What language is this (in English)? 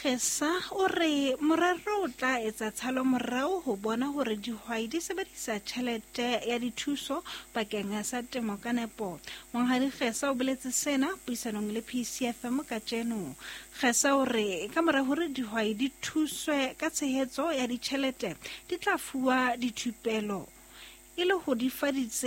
Southern Sotho